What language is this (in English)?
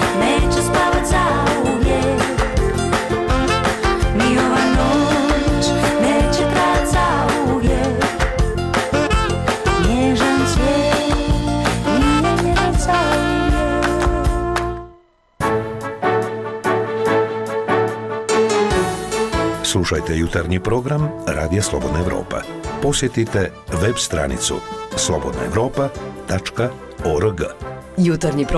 Bosnian